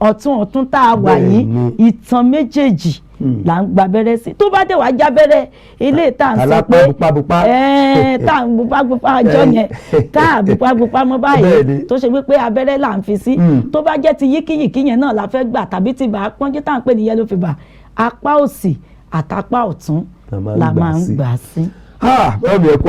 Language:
Yoruba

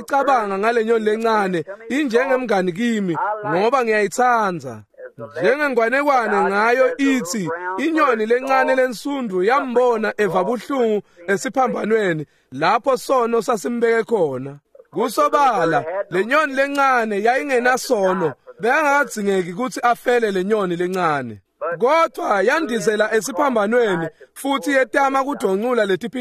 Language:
Swati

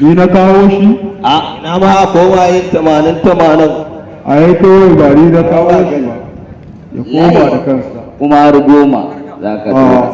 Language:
Hausa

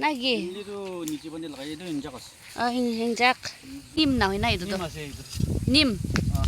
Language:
Naga Pidgin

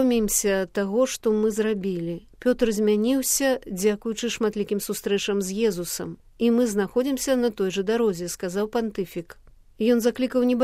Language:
Belarusian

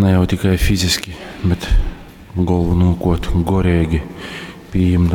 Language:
Latgalian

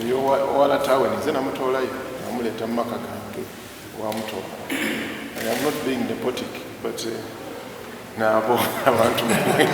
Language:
Soga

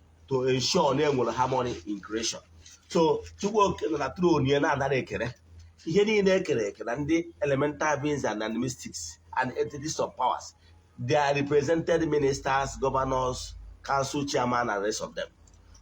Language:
Igbo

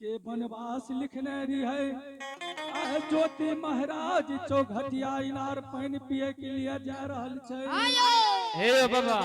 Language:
Angika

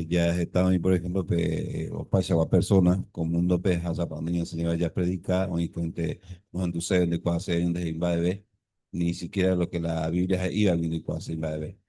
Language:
Guarani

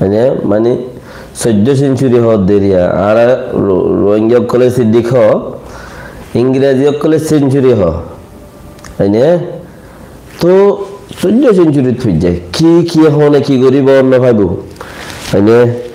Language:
Rohingya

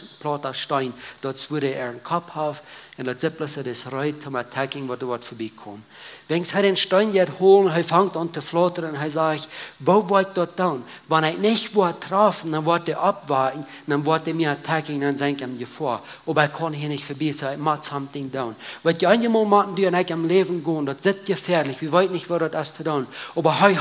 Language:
Plautdietsch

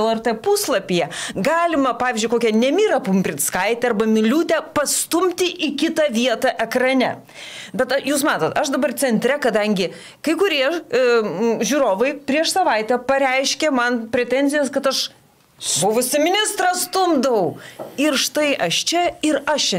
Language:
Lithuanian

